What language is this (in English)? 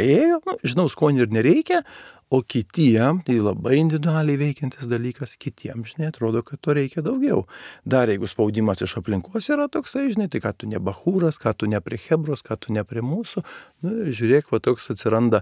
Lithuanian